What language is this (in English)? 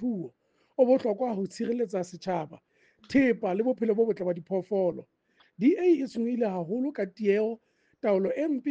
Southern Sotho